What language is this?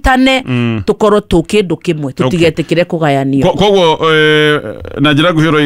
Kikuyu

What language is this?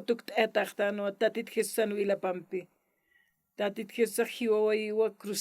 Aymara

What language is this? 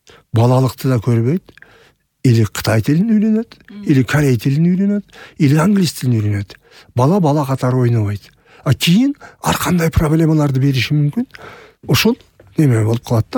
Kyrgyz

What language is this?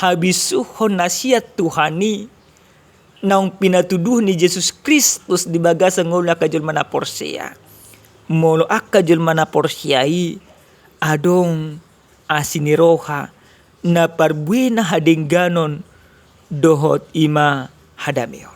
Batak Toba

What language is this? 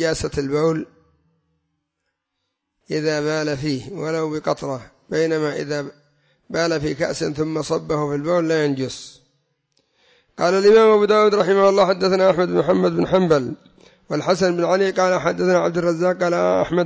Arabic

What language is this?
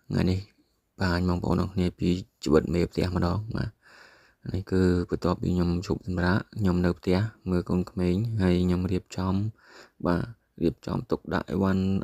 Khmer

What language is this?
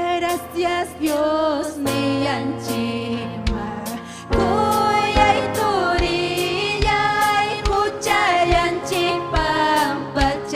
Ayacucho Quechua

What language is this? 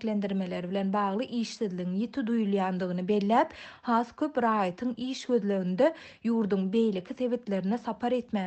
Turkmen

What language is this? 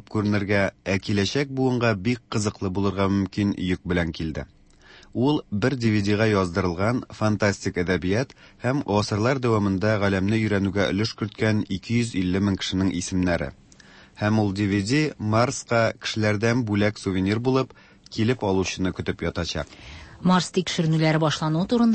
Tatar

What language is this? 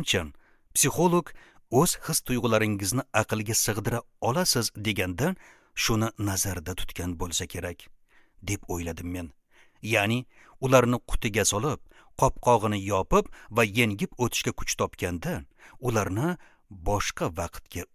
Uzbek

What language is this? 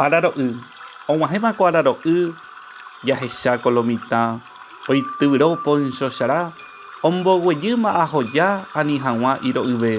Guarani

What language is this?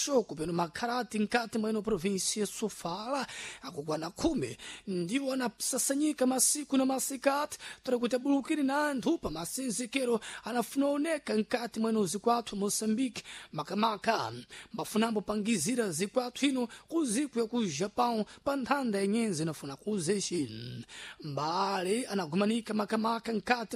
Sena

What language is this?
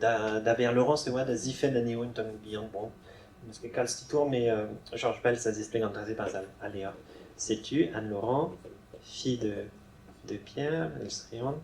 Breton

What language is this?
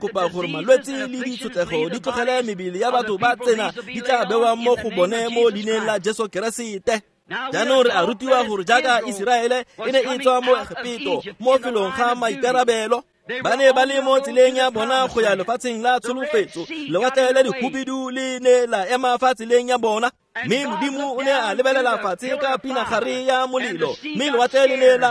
Tswana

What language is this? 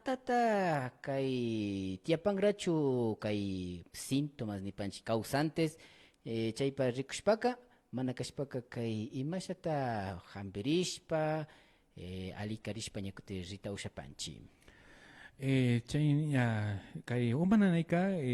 Imbabura Highland Quichua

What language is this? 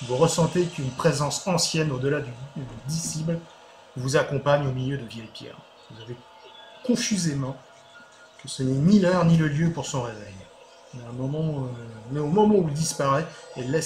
French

